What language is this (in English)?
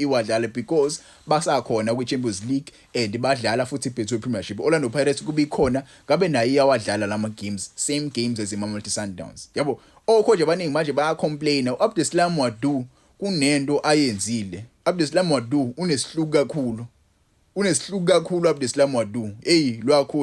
Zulu